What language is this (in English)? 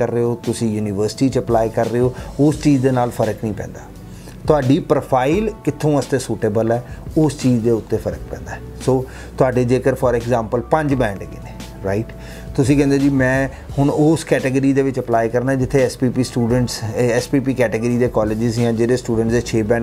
Punjabi